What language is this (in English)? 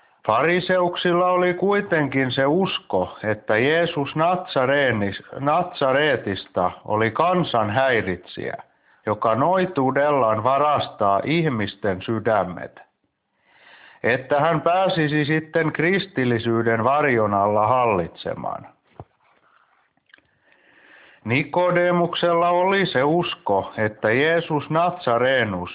Finnish